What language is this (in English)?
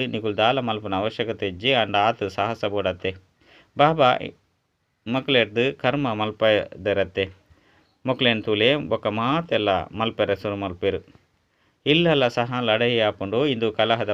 Tulu